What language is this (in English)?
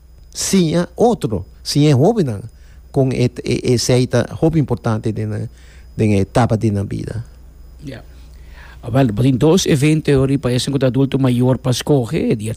Papiamento